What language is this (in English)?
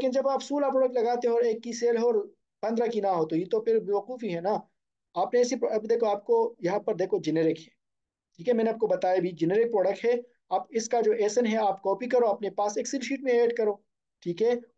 Hindi